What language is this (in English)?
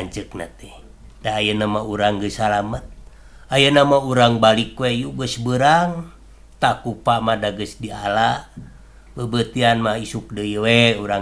Sundanese